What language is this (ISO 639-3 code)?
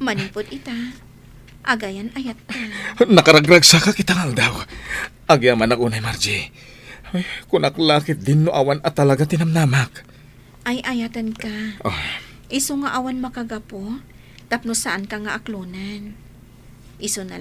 ilo